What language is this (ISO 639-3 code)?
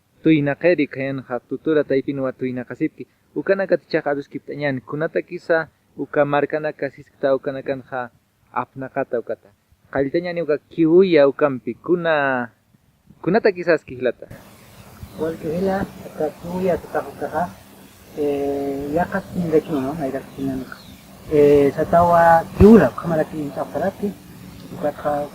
aym